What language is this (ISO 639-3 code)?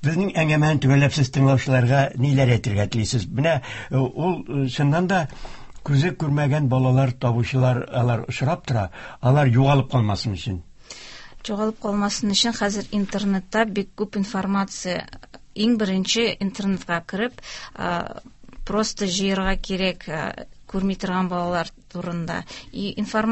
tat